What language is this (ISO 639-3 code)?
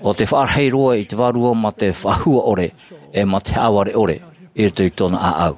tah